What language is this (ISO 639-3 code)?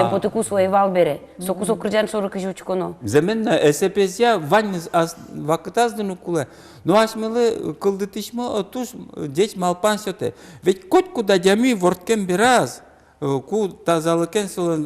udm